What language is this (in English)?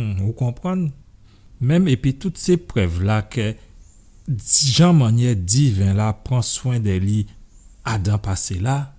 Guadeloupean Creole French